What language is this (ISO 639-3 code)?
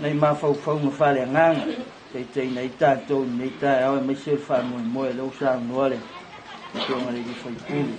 smo